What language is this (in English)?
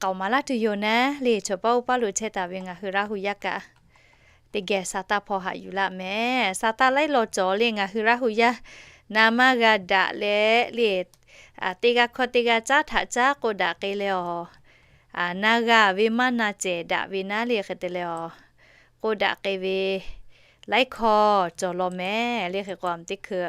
Lahu